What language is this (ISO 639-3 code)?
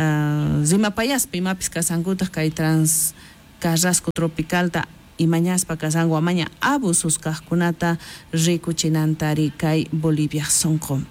quh